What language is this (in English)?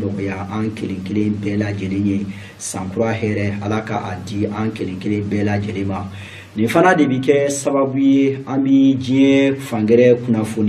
Bambara